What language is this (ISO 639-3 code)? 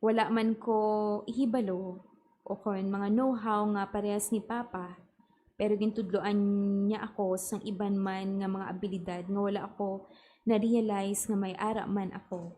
hil